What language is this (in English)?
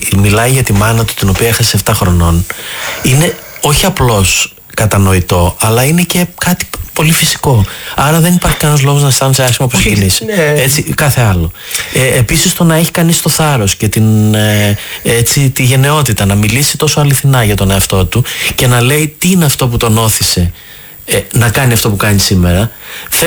Greek